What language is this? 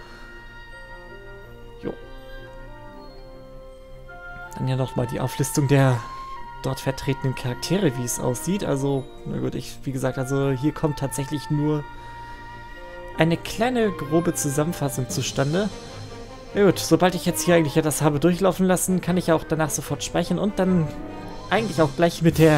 German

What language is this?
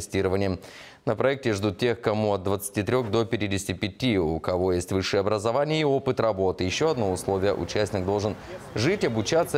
Russian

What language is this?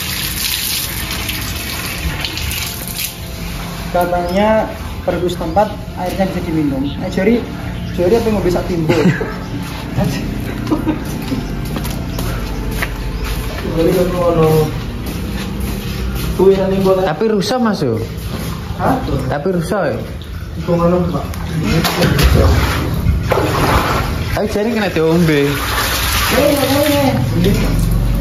Indonesian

